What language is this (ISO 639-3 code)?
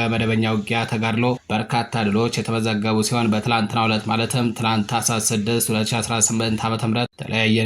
amh